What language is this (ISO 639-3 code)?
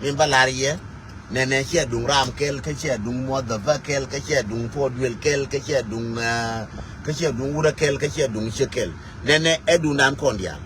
nus